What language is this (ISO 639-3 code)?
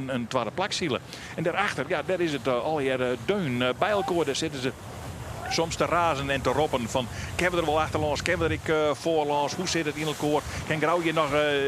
fry